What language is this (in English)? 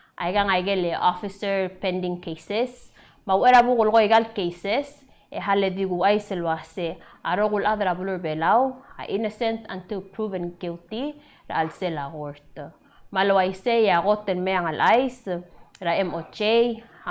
Palauan